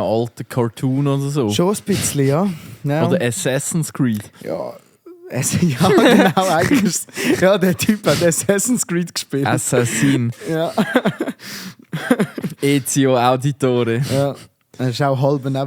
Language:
Swiss German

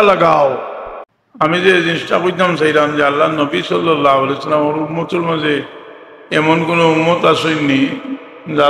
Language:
Sylheti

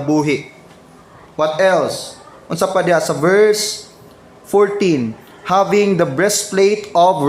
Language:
Cebuano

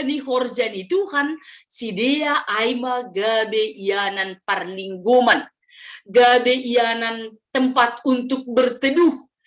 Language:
Batak Simalungun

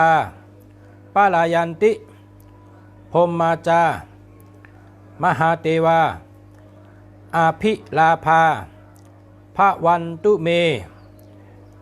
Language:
Shan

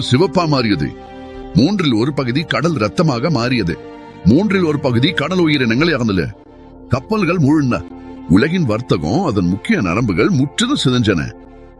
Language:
Tamil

